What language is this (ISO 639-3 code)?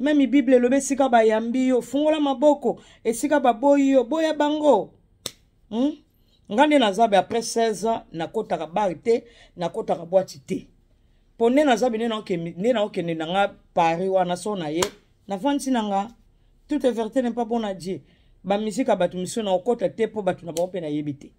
lin